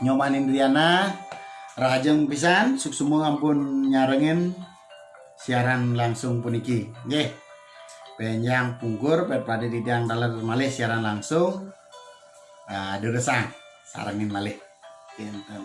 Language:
Balinese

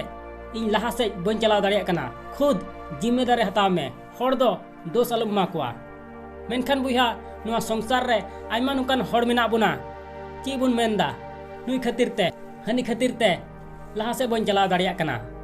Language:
Santali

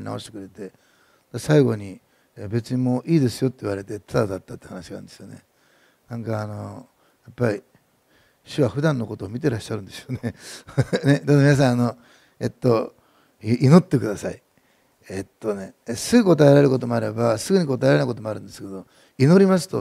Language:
Japanese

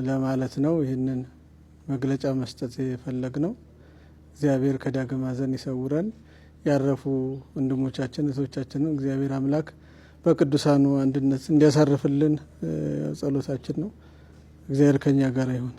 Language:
Amharic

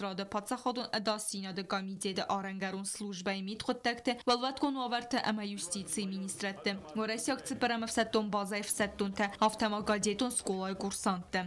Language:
Ossetic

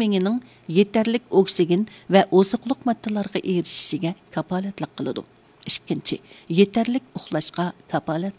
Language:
Uyghur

